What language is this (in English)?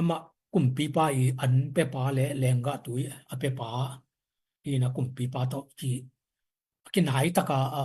Tedim Chin